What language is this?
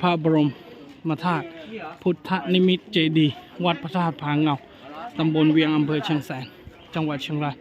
Akha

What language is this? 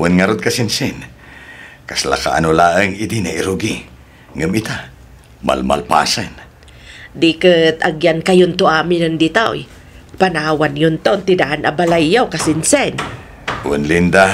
Iloko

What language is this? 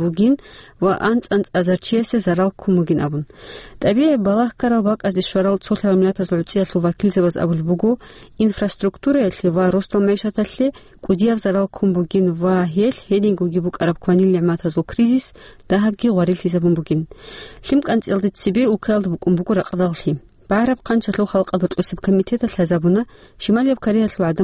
Avaric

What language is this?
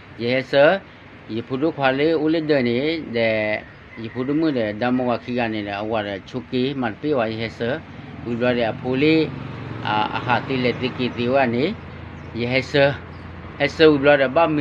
S'gaw Karen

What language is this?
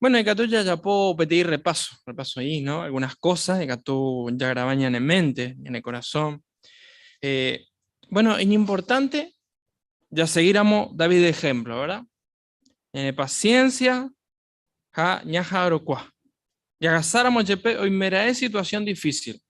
Guarani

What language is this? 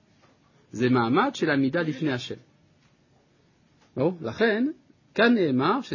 Hebrew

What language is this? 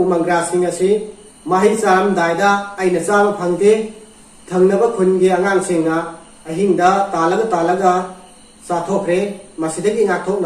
Manipuri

